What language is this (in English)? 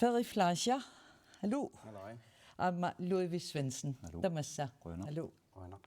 Kalaallisut